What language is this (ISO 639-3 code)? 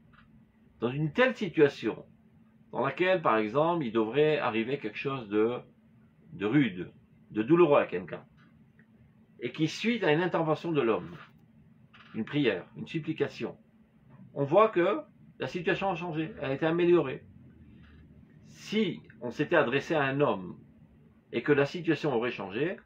fra